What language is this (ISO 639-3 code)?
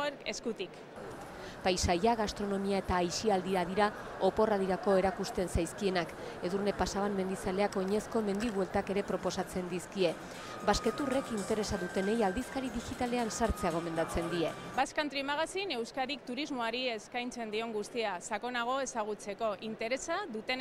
eus